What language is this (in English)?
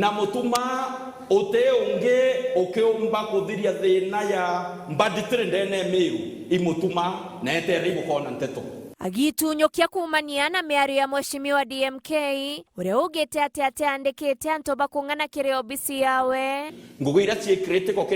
Meru